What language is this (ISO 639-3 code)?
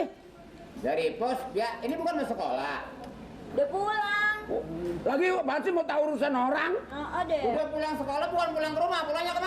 bew